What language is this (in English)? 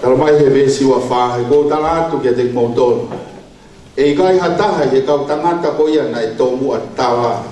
Tongan